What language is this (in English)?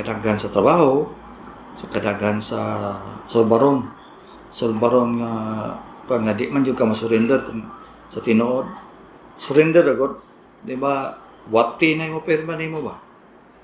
Cebuano